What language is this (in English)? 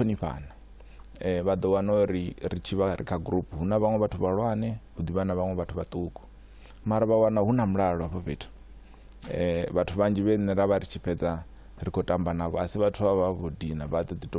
Venda